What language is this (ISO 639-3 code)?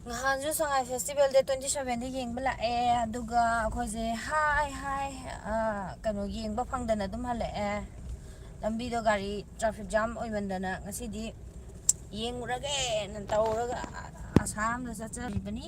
mni